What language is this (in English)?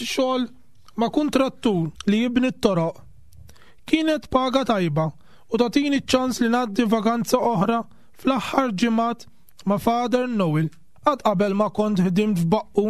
Maltese